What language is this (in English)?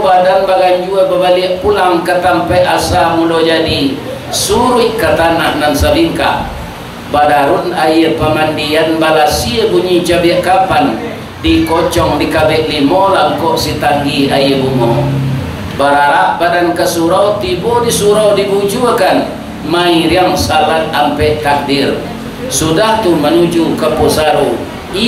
Minangkabau